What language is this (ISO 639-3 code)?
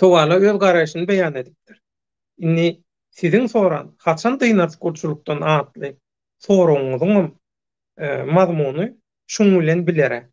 tuk